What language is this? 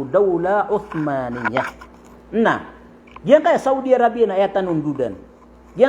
Maranao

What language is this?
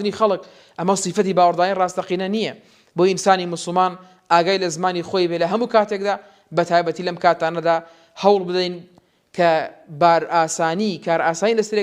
Central Kurdish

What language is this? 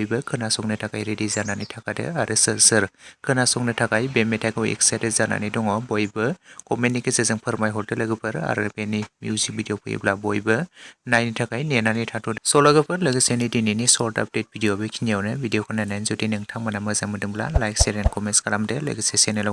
Bodo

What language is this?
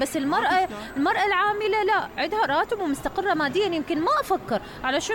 Mesopotamian Arabic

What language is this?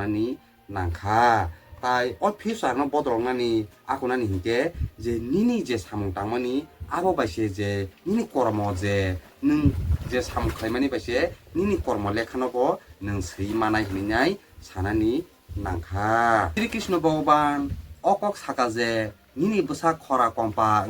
Kok Borok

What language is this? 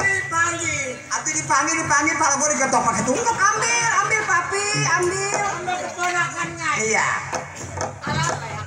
Betawi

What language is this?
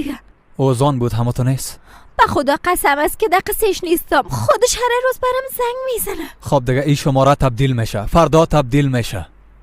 Persian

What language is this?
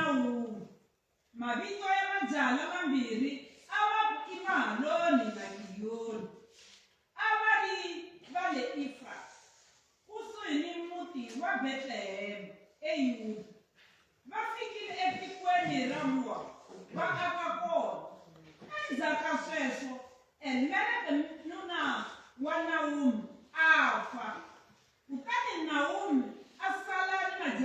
Tsonga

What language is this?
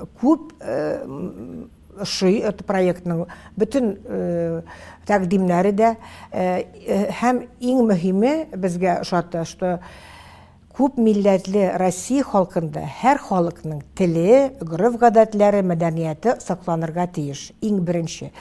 Tatar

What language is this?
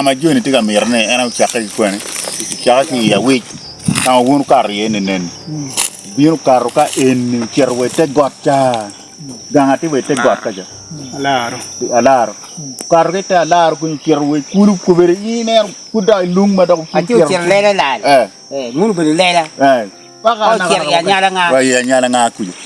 Acoli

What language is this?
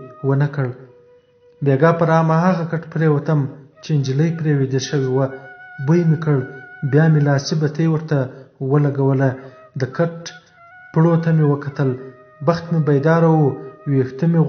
Pashto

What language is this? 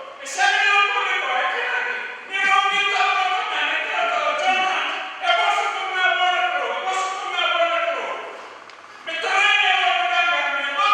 Fijian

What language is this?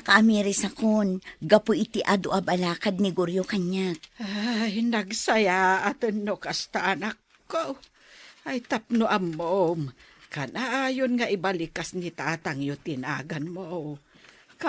Iloko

